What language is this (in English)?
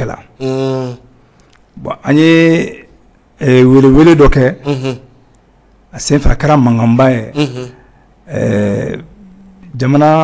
Bambara